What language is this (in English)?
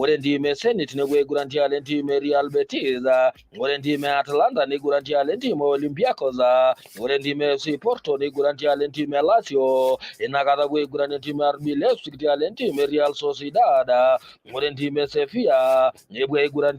Masai